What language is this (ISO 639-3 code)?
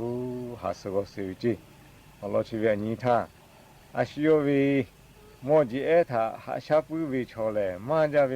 lhu